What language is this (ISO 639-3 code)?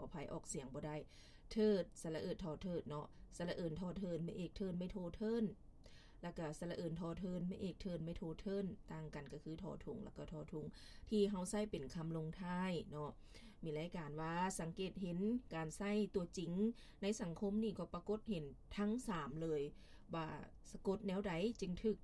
lao